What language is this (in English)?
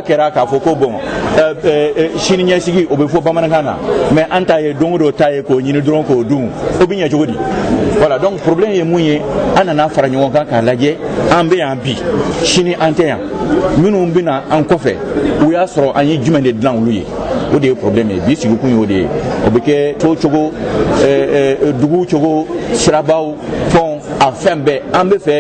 Bambara